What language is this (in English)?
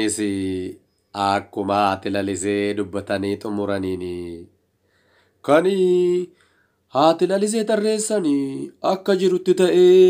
Oromo